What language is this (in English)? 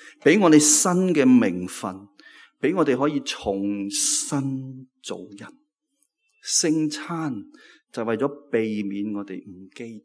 Cantonese